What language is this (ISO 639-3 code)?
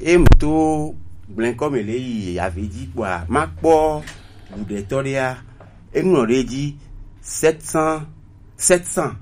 gej